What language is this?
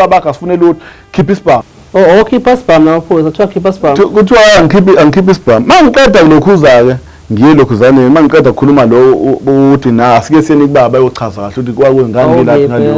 Zulu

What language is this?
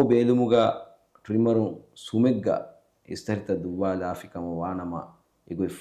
Divehi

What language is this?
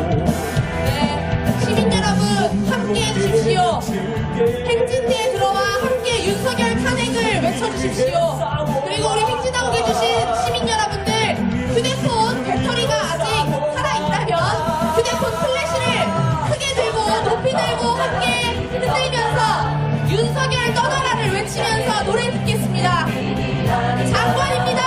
Korean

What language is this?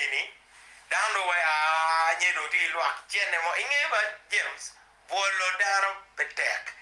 Acoli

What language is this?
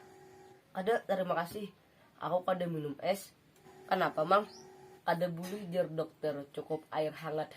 Banjar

